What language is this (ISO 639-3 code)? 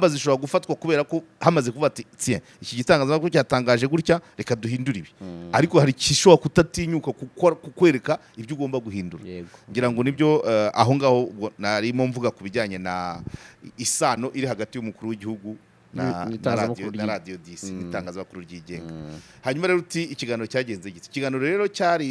kin